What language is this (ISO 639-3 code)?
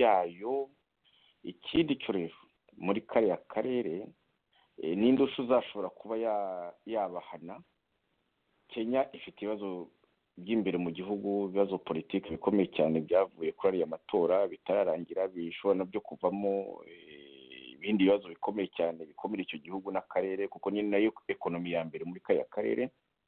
kin